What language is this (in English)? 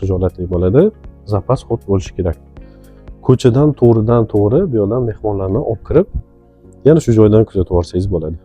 Uzbek